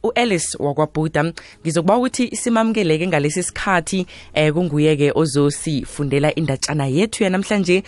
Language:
South Ndebele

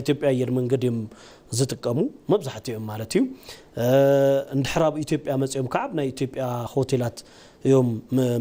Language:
Tigrinya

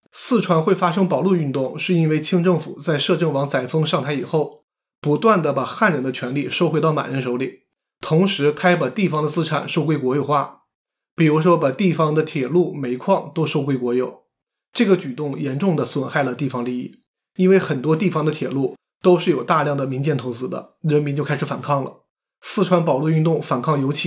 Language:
Chinese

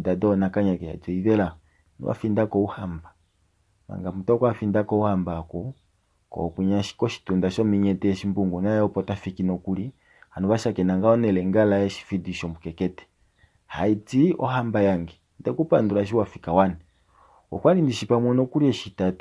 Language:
Kuanyama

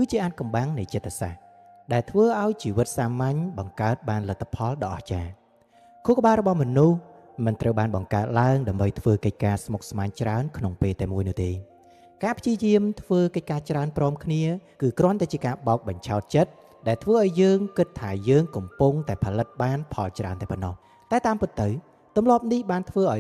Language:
Khmer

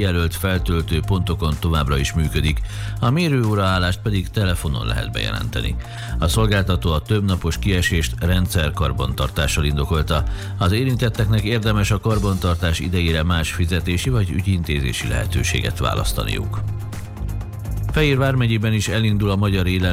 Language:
Hungarian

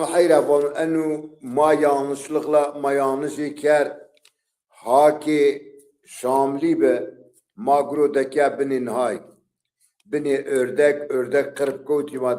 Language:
Zaza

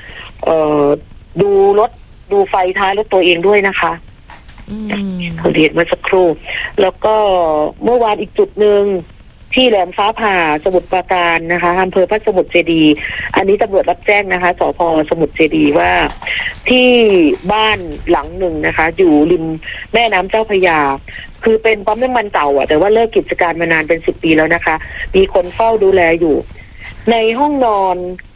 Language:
Thai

